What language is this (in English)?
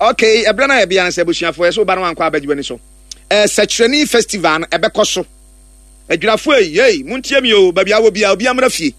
Akan